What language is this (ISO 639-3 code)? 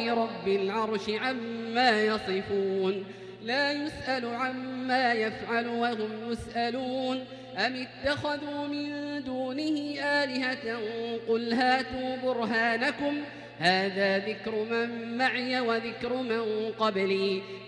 ara